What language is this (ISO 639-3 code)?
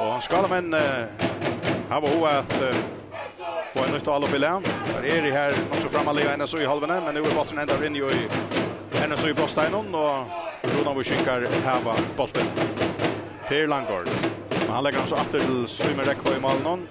fao